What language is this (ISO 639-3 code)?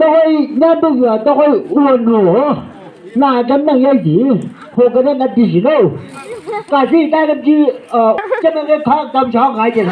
nbc